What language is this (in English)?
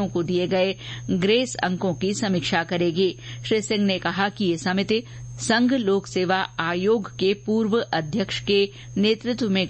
Hindi